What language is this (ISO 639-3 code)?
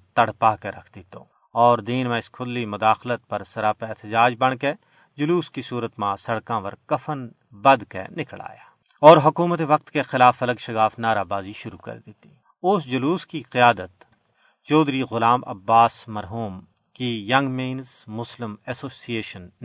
gju